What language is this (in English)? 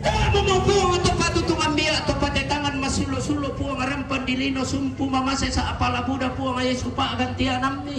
Toraja-Sa'dan